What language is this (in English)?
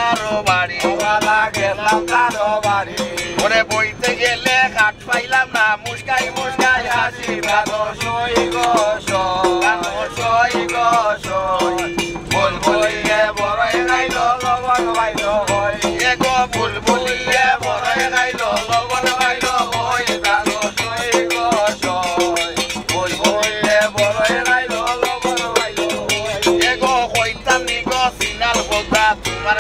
Sylheti